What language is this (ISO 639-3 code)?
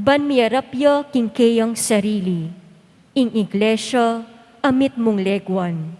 pam